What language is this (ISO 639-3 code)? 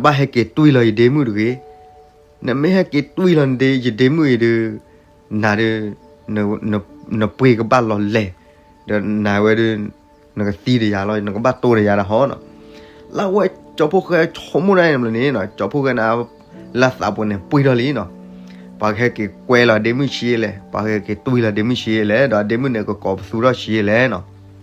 ksw